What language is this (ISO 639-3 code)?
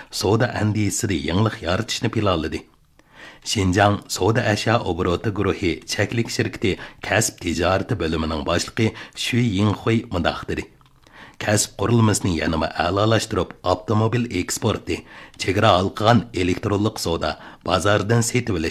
uig